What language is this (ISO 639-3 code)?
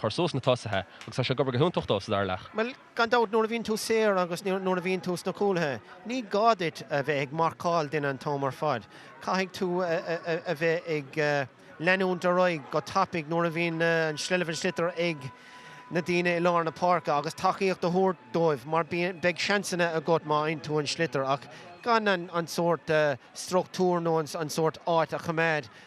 gle